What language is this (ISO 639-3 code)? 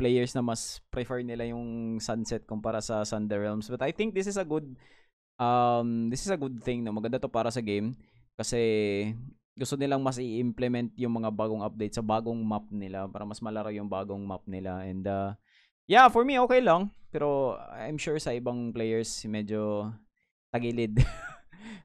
fil